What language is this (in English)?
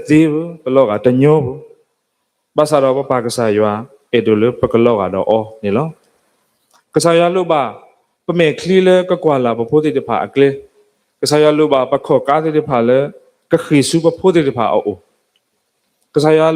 S'gaw Karen